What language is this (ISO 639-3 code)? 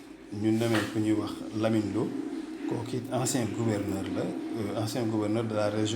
wol